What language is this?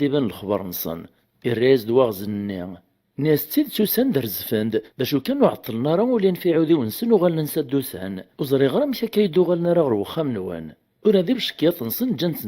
Kabyle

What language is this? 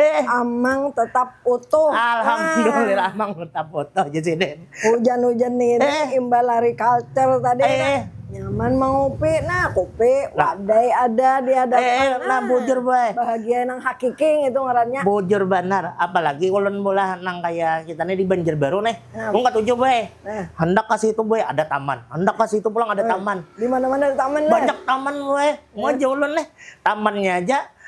Banjar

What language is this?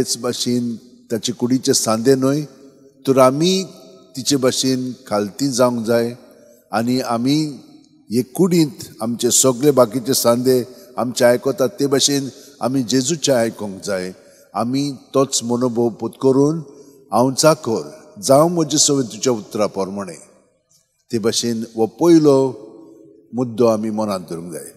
Konkani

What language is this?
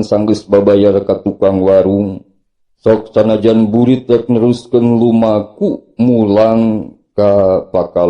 Sundanese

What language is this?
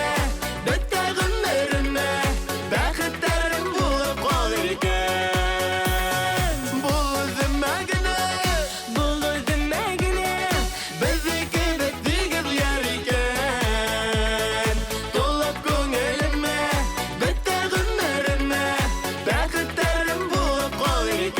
Bashkir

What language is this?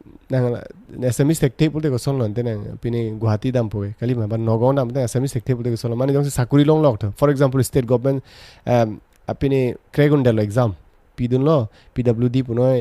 Karbi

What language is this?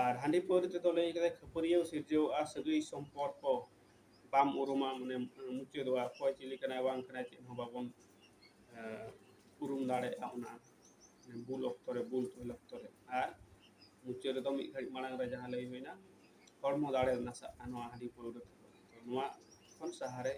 Santali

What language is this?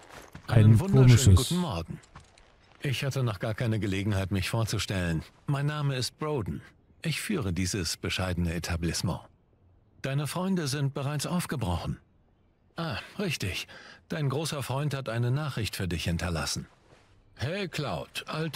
German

